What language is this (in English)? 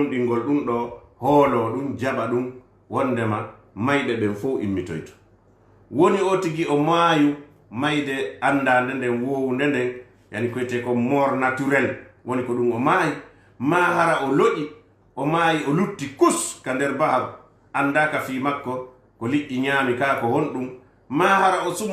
Fula